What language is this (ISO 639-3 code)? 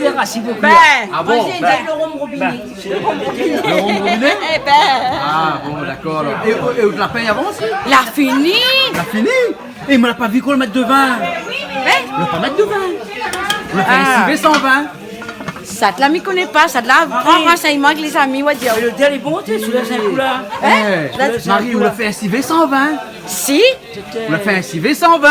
rcf